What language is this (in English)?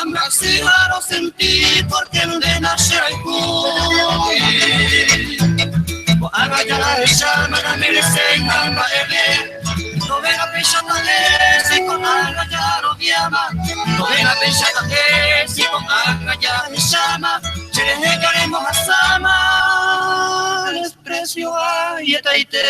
Guarani